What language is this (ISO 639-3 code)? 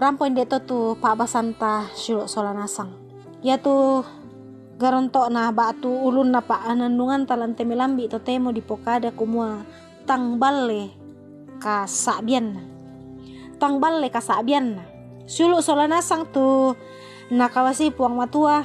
sda